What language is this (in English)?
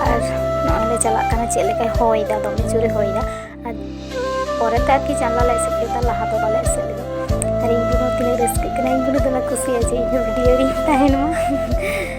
Santali